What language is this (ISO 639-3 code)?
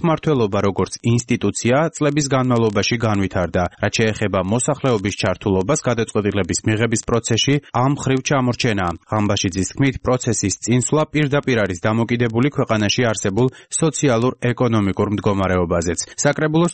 kat